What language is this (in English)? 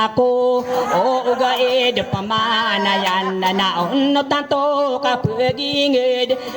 Maranao